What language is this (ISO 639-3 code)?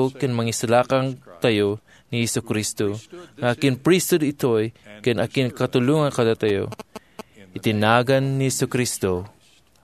ilo